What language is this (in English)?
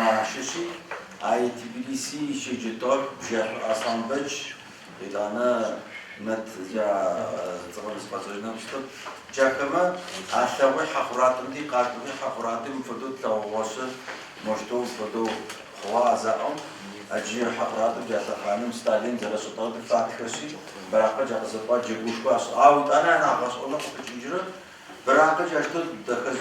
Adyghe